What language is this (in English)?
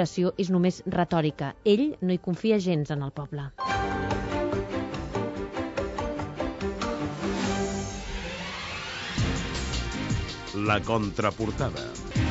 Catalan